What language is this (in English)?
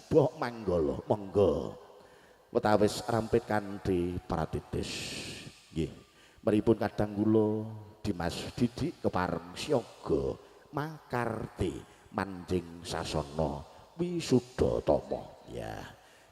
Javanese